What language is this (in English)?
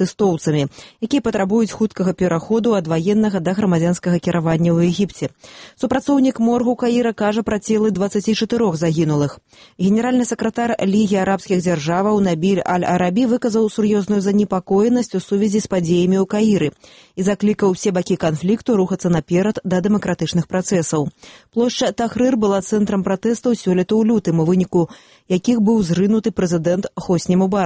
Belarusian